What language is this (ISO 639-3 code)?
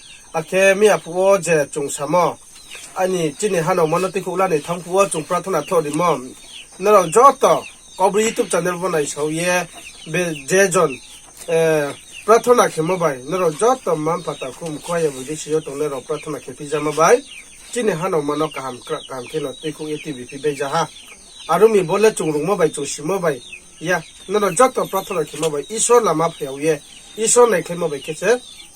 ria